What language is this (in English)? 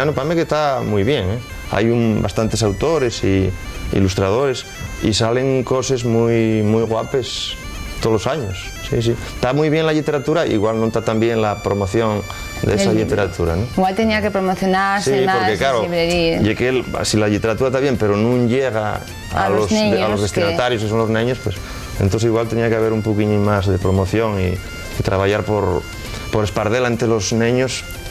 Asturian